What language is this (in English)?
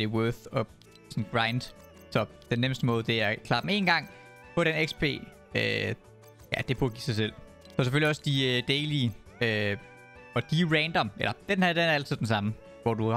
Danish